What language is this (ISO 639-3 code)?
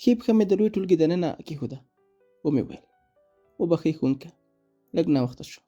pus